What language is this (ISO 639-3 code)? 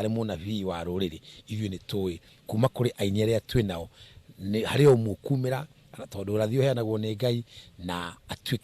kik